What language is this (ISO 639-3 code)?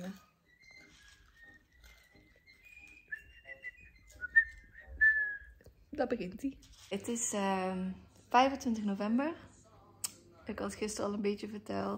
nld